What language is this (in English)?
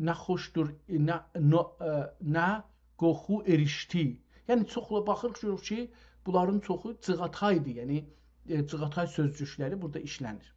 South Azerbaijani